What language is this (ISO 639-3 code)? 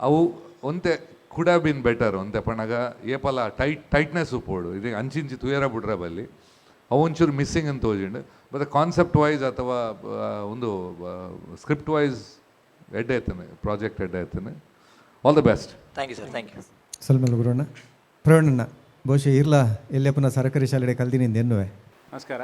tcy